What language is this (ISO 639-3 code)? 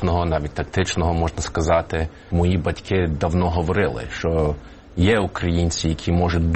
ukr